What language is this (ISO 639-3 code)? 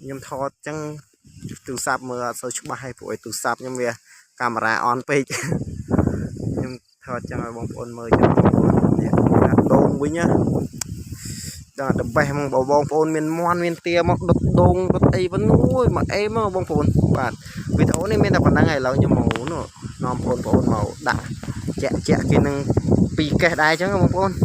khm